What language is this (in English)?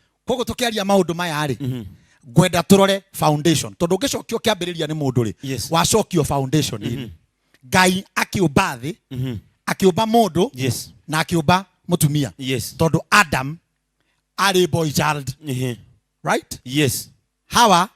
Kikuyu